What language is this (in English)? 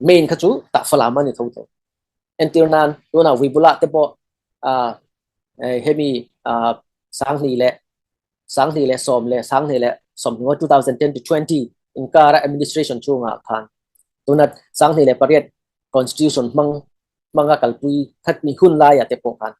Falam Chin